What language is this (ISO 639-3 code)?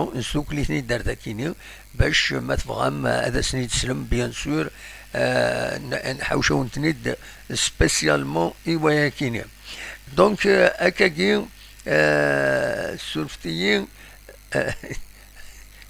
kab